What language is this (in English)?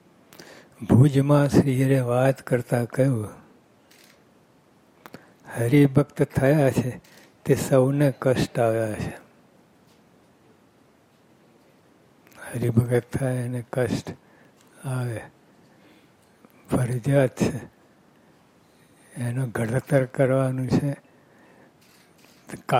Gujarati